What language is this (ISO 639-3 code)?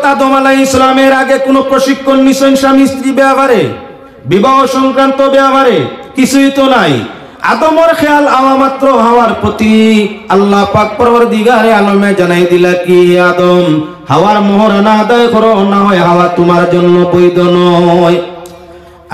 syl